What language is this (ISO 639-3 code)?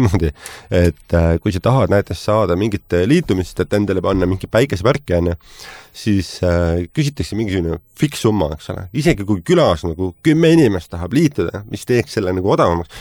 est